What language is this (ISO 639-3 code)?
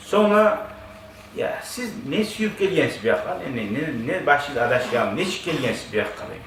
kum